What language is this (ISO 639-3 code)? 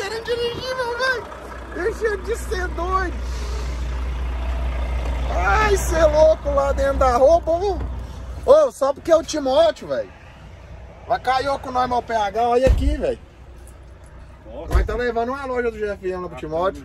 por